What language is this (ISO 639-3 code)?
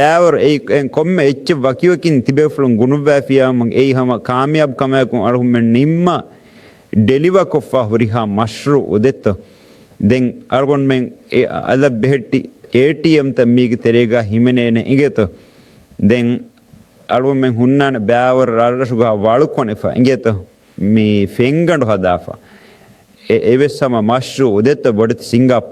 div